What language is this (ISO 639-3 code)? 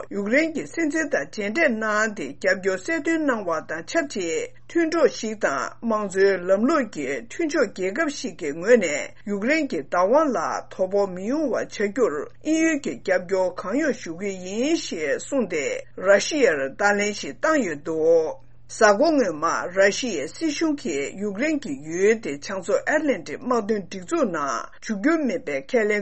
bod